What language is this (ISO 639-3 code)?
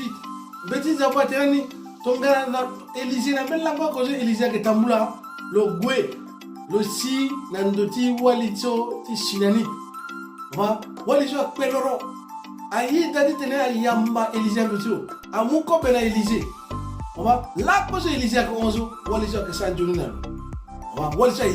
sag